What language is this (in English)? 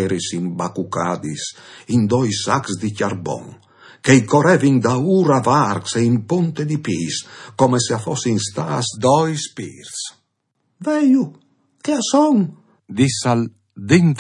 Friulian